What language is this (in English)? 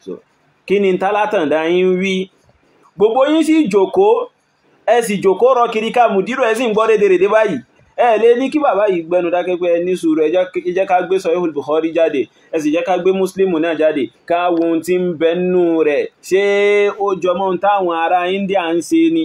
Yoruba